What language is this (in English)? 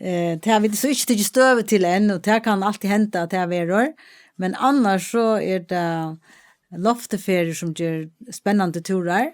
Faroese